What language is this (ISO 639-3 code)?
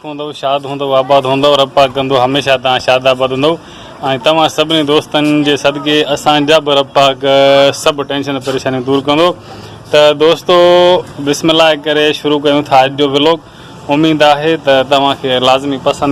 snd